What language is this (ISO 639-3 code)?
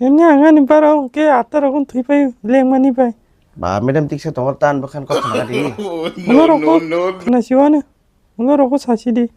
trp